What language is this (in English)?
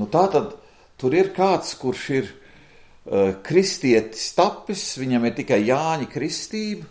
Latvian